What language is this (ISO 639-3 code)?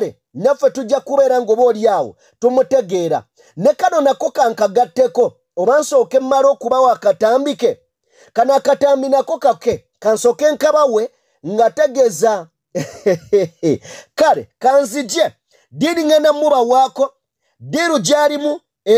lug